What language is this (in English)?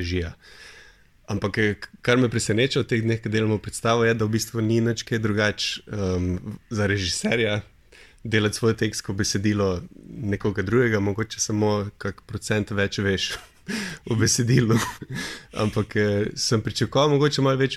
Slovenian